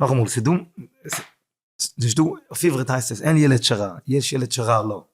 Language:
Yiddish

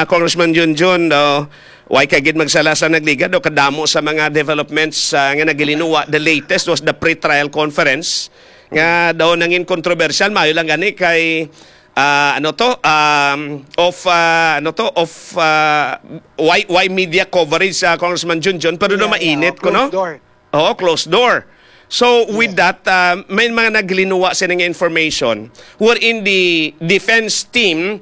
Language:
Hiligaynon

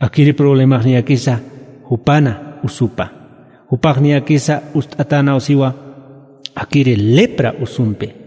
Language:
Aymara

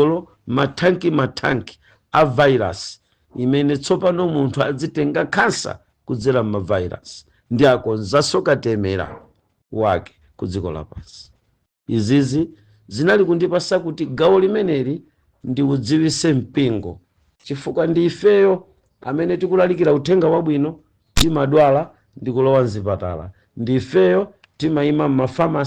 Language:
Nyanja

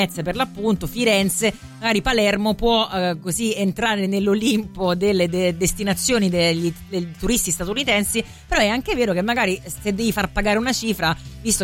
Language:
Italian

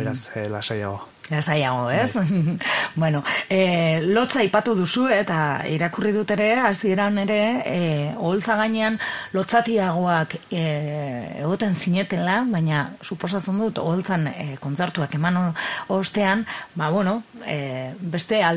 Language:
Basque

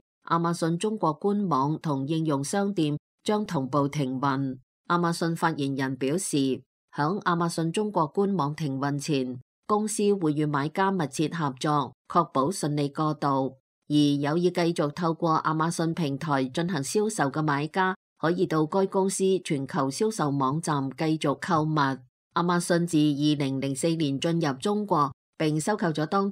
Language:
Cantonese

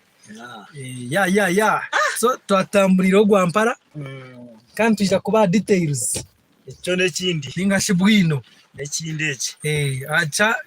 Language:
Nyankole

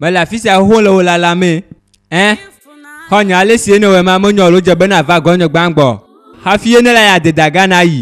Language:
Ewe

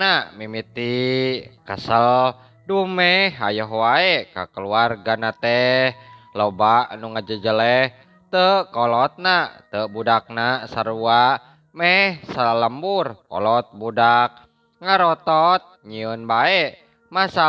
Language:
Sundanese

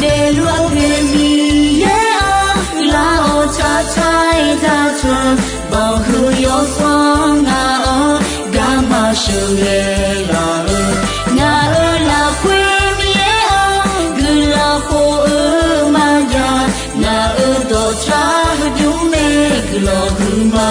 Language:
Akha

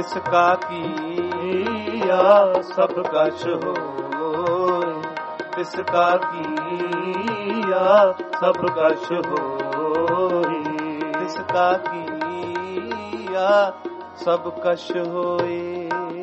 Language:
Punjabi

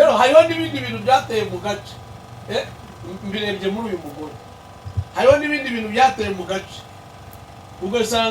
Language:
Kinyarwanda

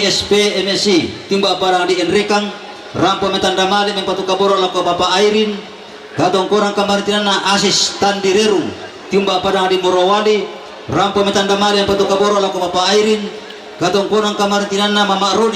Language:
Toraja-Sa'dan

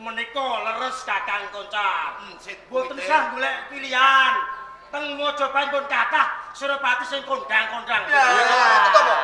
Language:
Javanese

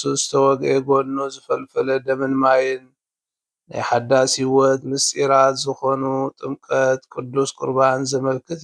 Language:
Tigrinya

